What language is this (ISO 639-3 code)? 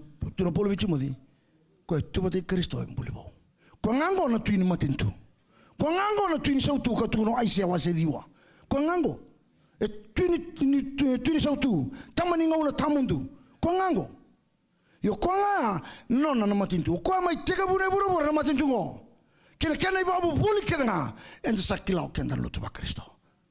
fij